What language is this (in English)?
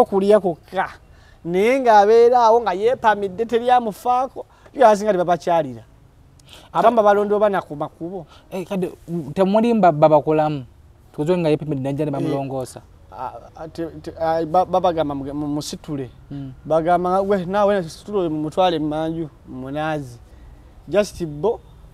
Ganda